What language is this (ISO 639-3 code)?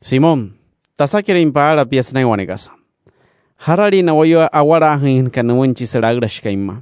guc